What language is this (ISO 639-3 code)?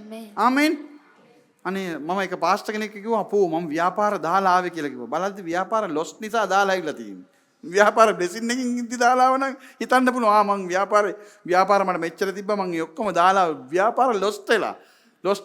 sin